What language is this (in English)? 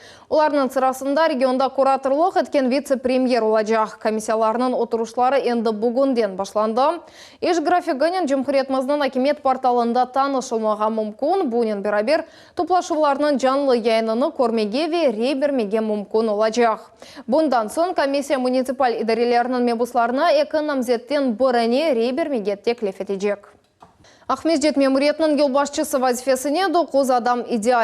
Crimean Tatar